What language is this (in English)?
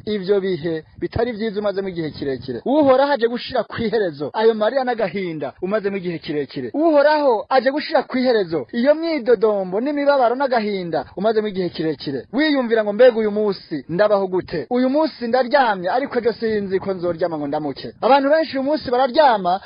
Rundi